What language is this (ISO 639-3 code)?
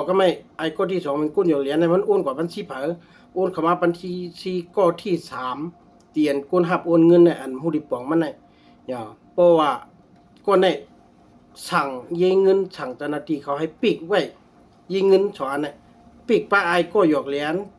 shn